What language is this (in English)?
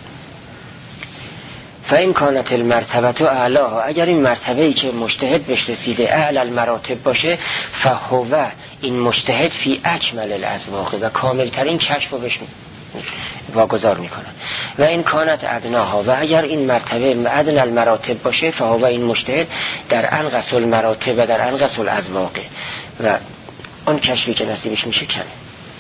Persian